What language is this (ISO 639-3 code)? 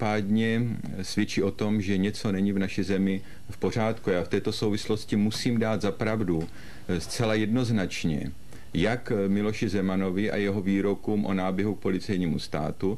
ces